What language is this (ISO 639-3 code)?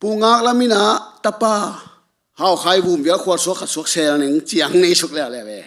ctd